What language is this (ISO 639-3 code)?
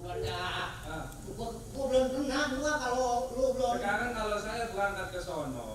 bew